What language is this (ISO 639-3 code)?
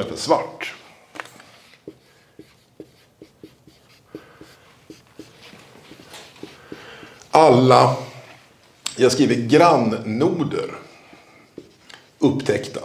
swe